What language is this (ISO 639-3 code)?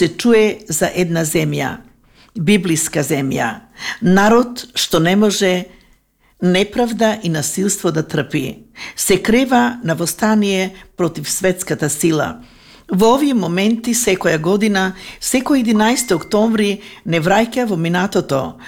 mkd